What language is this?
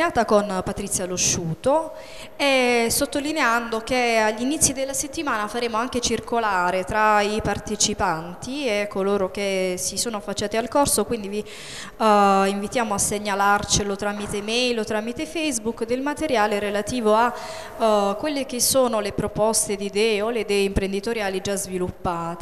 Italian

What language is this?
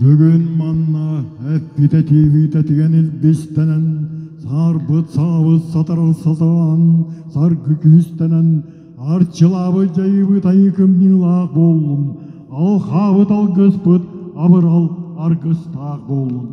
Yakut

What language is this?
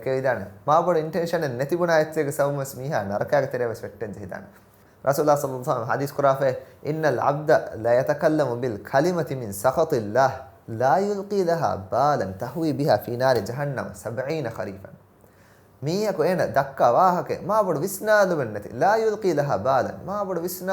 Divehi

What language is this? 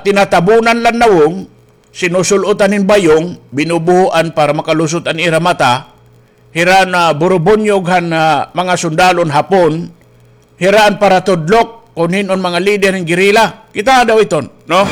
Waray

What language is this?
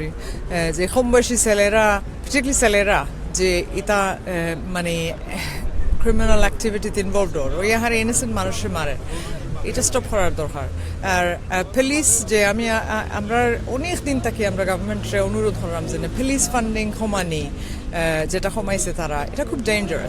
Sylheti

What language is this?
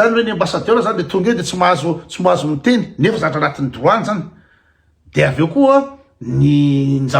Malagasy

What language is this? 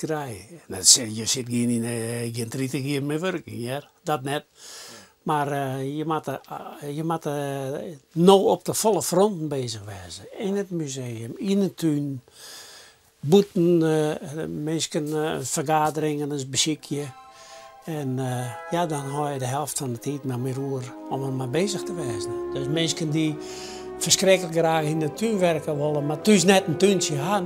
Western Frisian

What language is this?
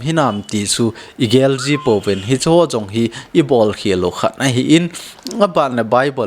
Thado Chin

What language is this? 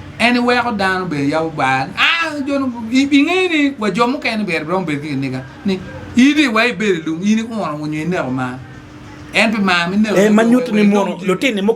Acoli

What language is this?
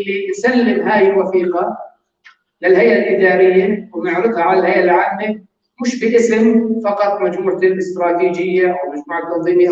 North Levantine Arabic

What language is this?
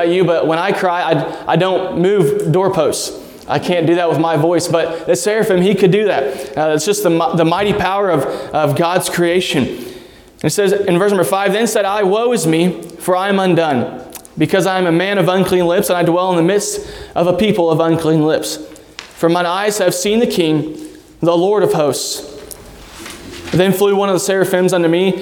English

